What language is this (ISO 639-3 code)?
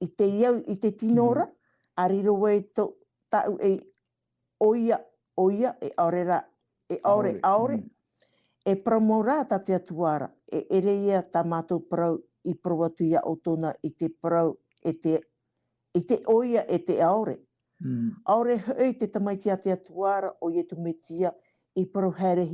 tah